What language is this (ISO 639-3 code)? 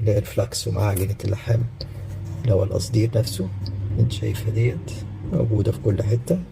arz